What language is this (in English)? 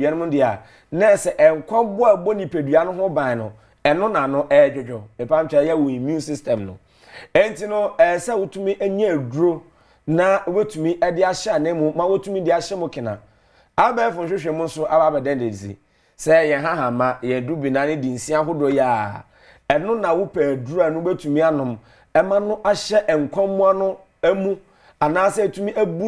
Akan